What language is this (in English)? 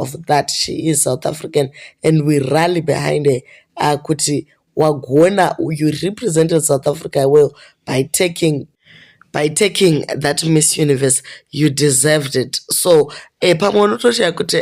Shona